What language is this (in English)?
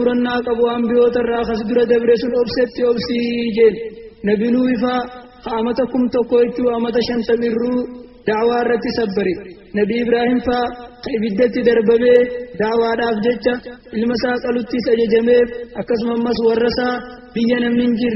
Oromo